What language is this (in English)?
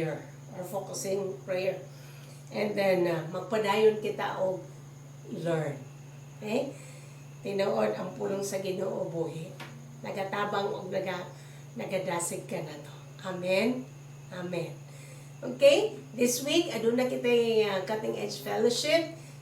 Cebuano